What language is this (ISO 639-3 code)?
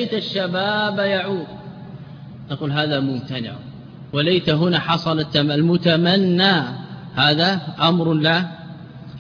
ara